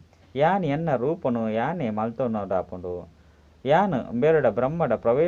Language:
Tulu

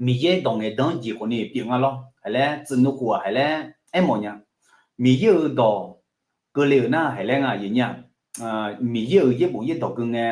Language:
Akha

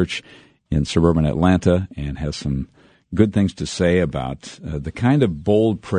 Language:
English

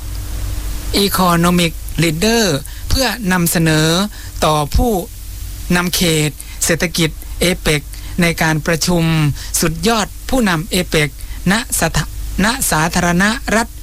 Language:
Thai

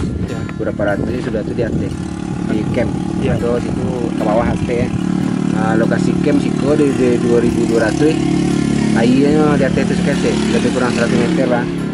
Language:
Minangkabau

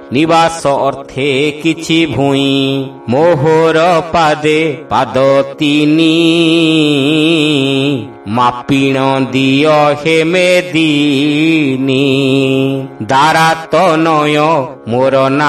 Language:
Odia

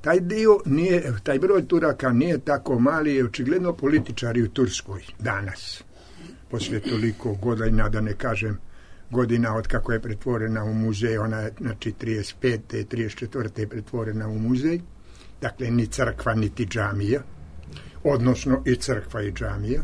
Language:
Serbian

